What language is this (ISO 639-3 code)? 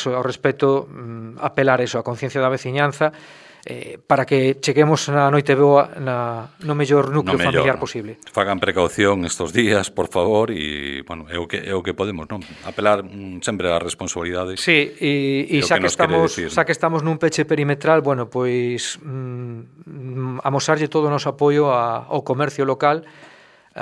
glg